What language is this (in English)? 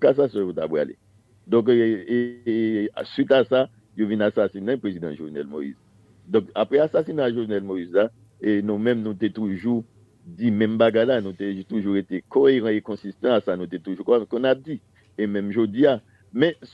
Haitian Creole